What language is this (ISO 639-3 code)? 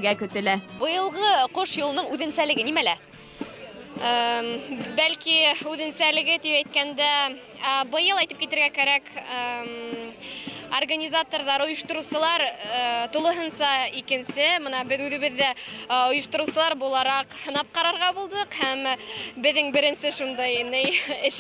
bak